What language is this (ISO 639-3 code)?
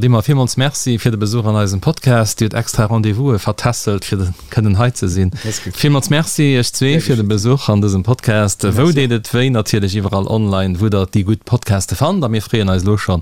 ltz